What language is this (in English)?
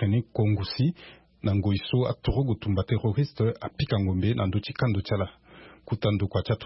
Sango